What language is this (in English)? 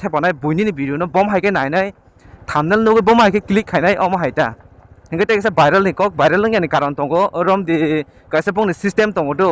Kok Borok